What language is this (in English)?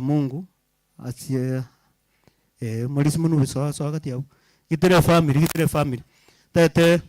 Gusii